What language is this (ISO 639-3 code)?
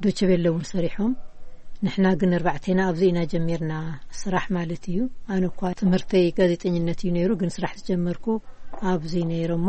tir